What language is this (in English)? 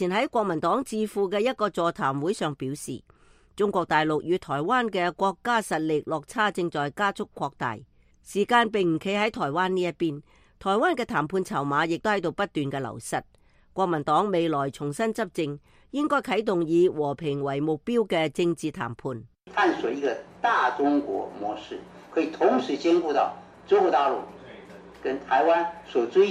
Cantonese